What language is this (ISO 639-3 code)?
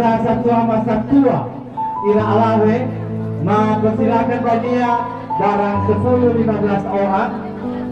nia